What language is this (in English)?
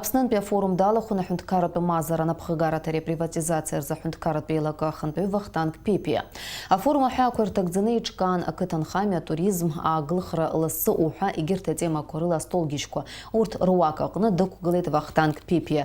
Abkhazian